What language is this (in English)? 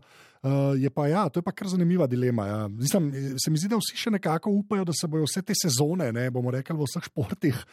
Slovenian